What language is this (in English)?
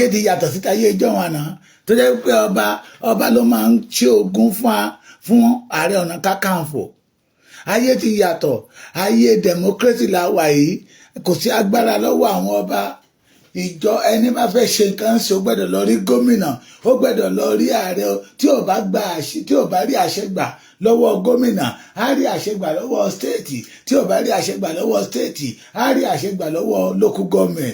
Yoruba